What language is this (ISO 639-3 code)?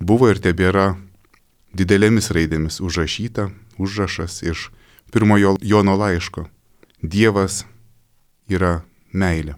lit